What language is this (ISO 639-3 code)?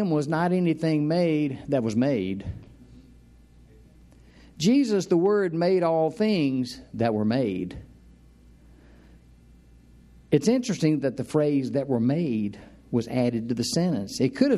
eng